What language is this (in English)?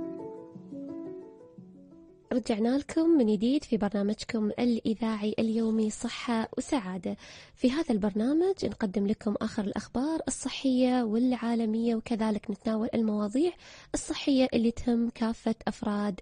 Arabic